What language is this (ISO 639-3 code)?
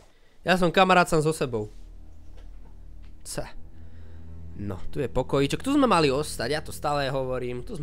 slk